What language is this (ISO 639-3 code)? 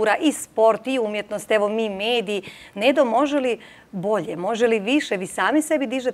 bos